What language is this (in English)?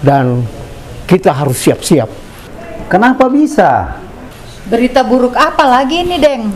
Makassar Malay